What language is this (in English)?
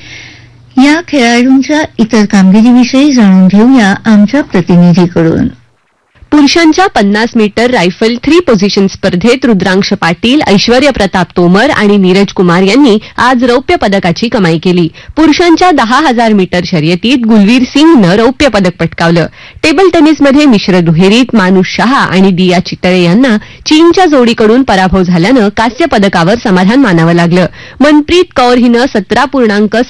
Marathi